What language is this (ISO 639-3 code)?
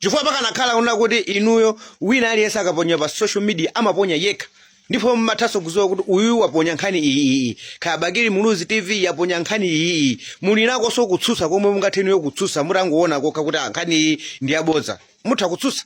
nya